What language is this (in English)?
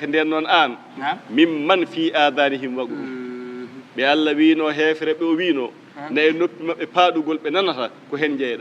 Fula